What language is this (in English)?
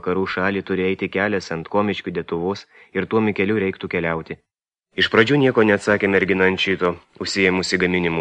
Lithuanian